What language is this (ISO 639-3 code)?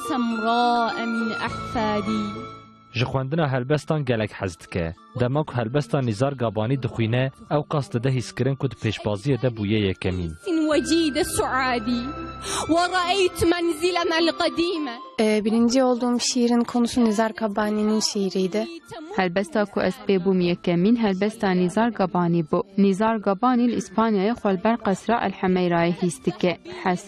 kur